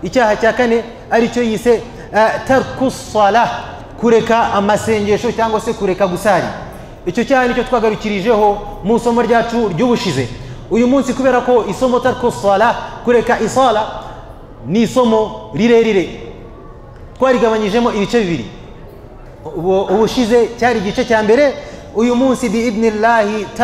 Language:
Kinyarwanda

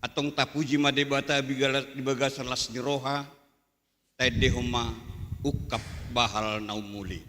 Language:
Batak Toba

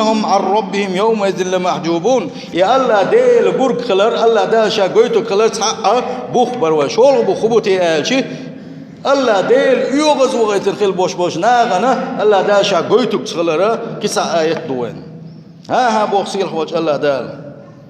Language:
Chechen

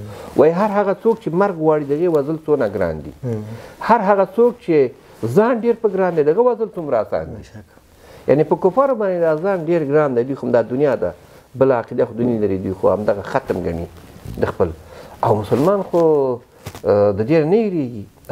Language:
Pashto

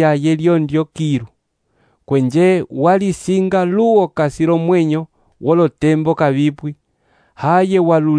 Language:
Umbundu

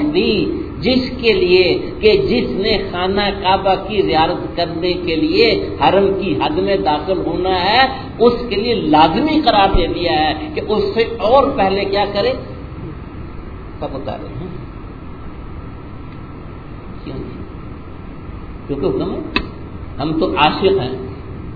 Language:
Urdu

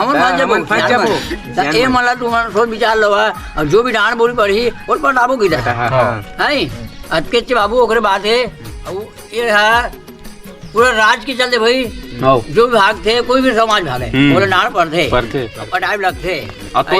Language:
Chhattisgarhi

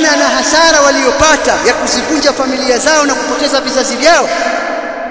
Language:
Swahili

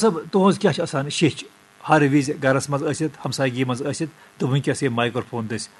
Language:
Kashmiri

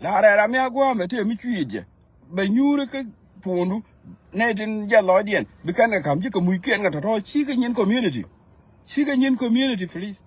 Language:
Nuer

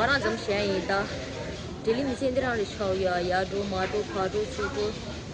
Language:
Tibetan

